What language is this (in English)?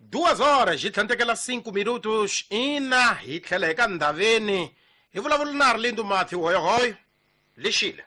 Tsonga